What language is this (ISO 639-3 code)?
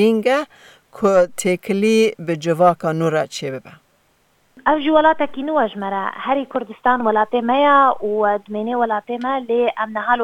kur